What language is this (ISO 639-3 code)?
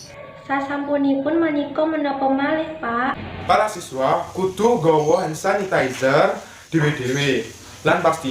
jav